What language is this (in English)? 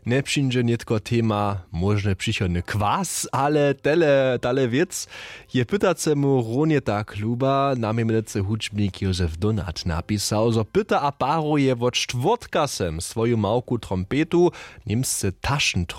Upper Sorbian